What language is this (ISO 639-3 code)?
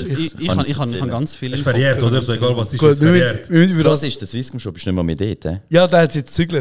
gsw